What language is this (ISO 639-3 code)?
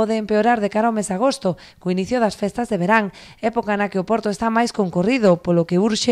glg